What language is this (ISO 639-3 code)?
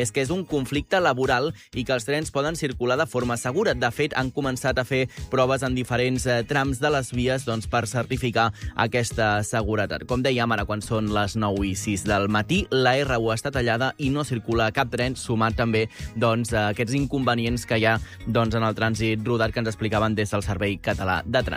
cat